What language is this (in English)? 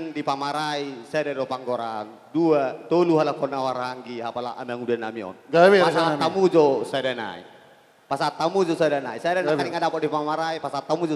Batak Toba